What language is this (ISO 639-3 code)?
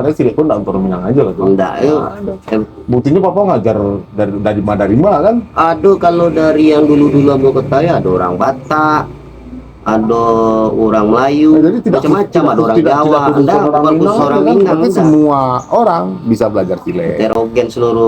min